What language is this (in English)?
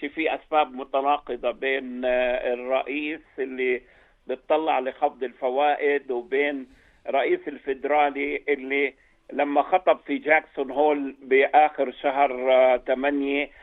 North Levantine Arabic